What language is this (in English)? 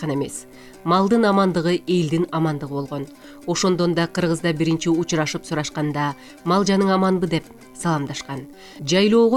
Kyrgyz